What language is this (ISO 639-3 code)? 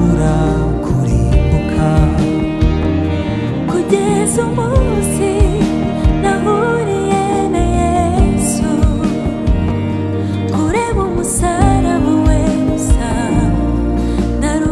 kin